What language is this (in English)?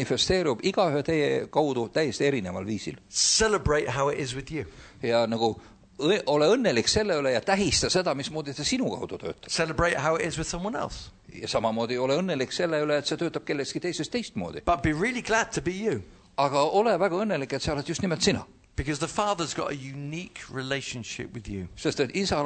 Estonian